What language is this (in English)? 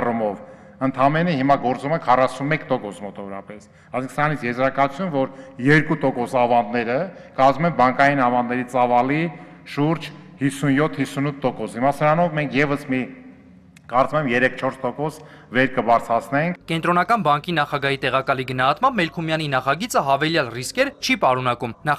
Armenian